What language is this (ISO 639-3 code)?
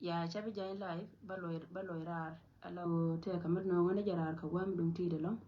nus